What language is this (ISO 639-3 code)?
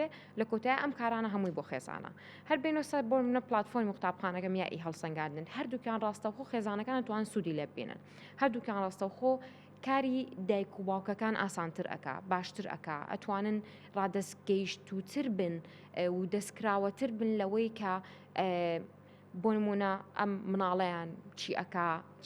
ckb